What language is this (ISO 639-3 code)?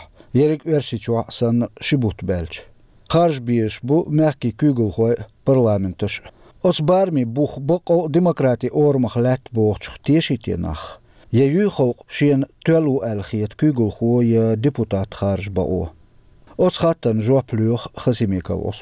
che